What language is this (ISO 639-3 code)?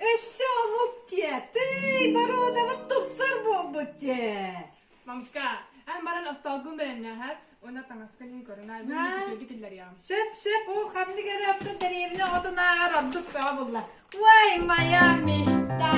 sah